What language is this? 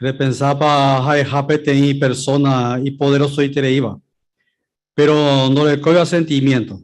Guarani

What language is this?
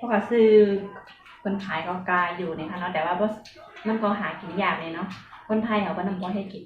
Shan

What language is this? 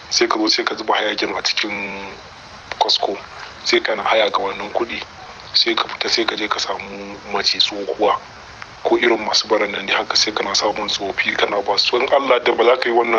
Hausa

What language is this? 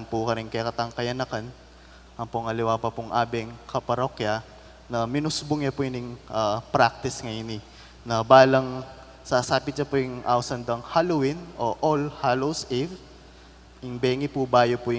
Pampanga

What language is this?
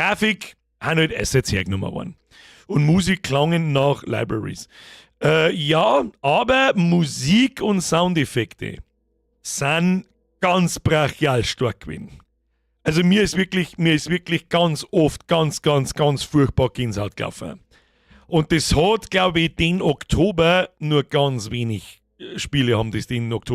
Bavarian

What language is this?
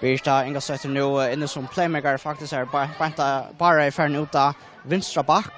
Faroese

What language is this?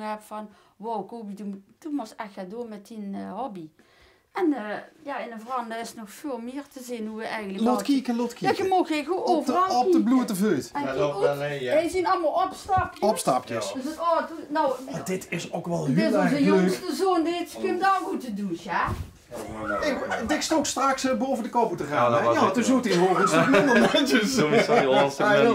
Limburgish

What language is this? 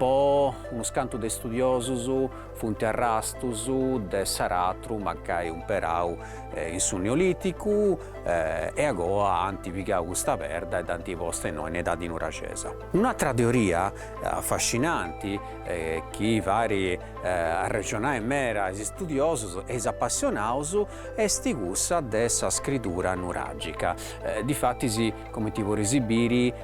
Sardinian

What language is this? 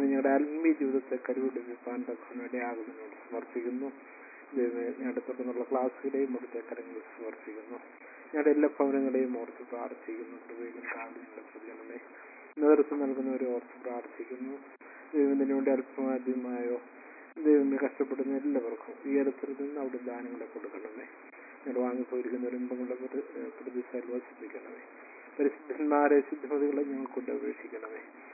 Malayalam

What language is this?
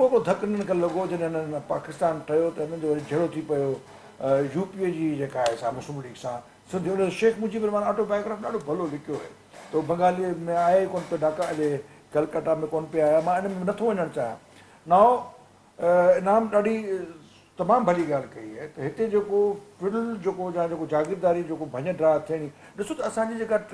Sindhi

